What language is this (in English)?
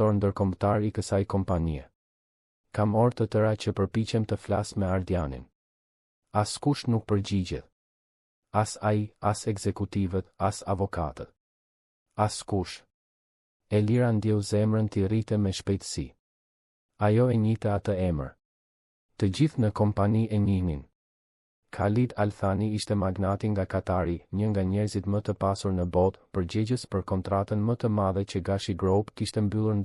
Albanian